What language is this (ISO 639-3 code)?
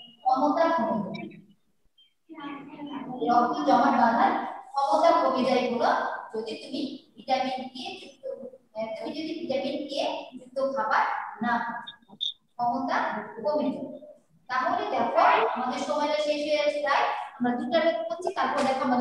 ben